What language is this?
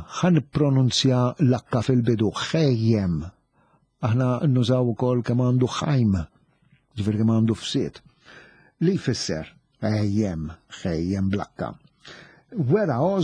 Maltese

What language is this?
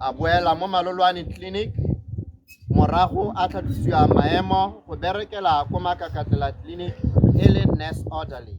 Tswana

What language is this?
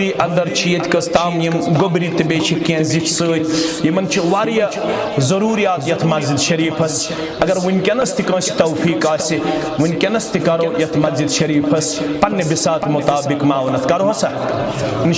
Kashmiri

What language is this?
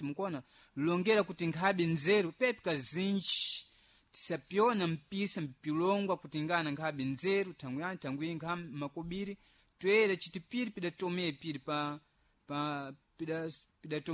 Sena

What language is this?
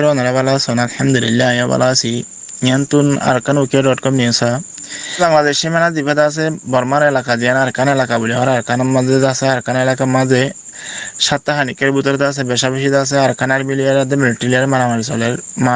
Rohingya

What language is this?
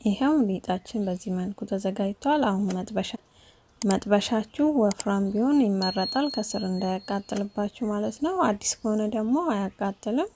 Amharic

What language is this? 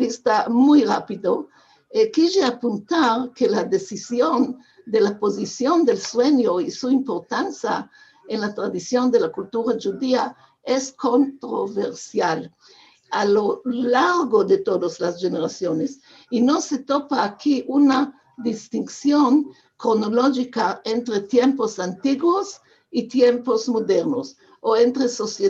Ladino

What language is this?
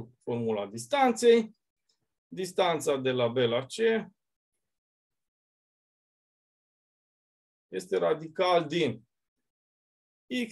Romanian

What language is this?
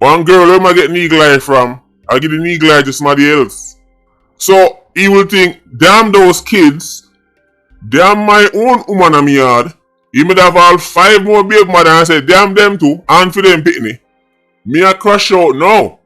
Jamaican Creole English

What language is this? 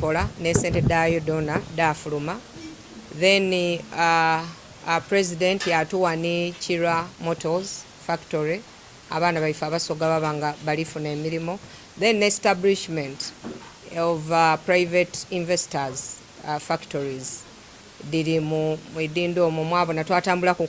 Soga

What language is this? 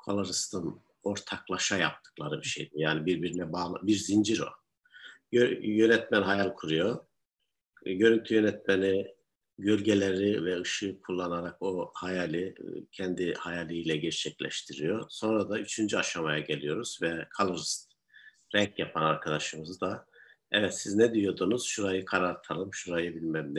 Turkish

